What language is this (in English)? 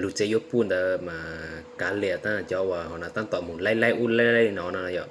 Hmong